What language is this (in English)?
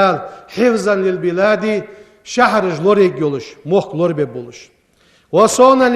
Ingush